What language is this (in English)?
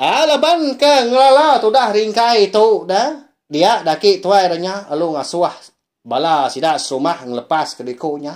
Iban